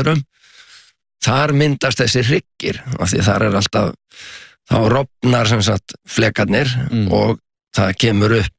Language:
Icelandic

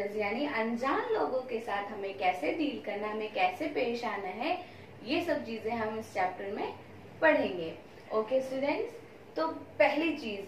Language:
Hindi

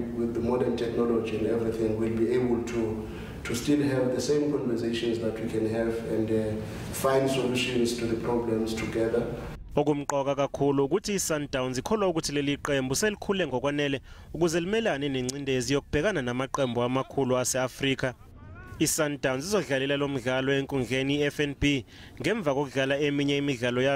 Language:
Zulu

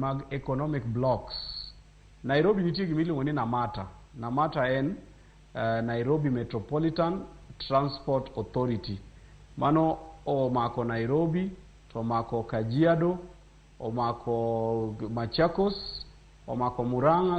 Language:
Luo (Kenya and Tanzania)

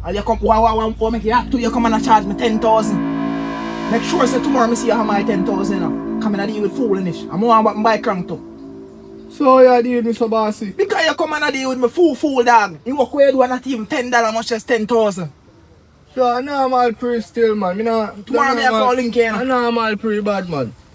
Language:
Jamaican Creole English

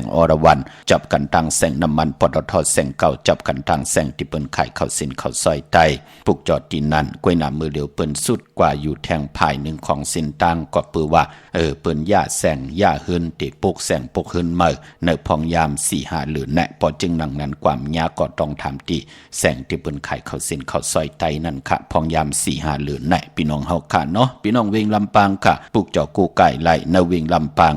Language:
Shan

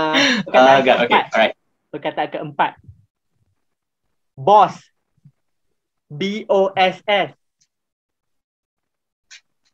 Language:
Malay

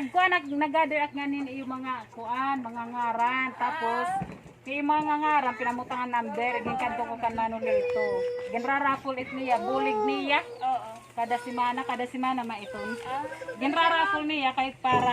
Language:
Waray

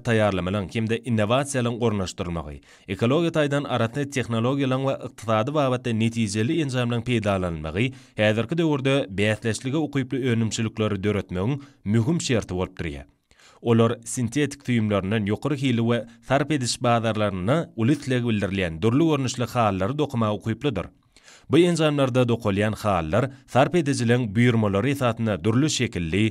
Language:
Turkmen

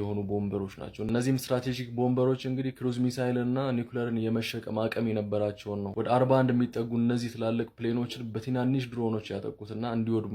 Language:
Amharic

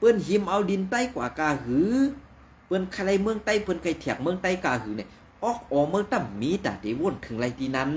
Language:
Shan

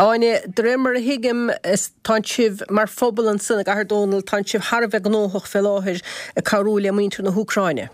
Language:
Irish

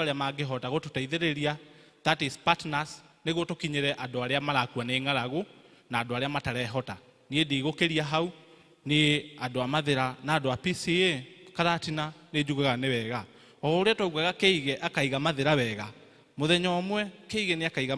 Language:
Kikuyu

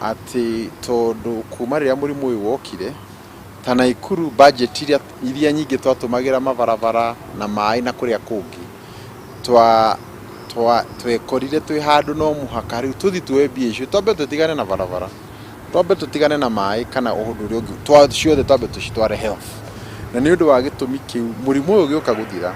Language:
Kikuyu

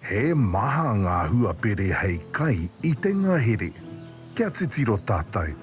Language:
Māori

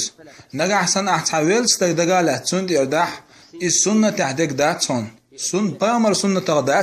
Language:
Chechen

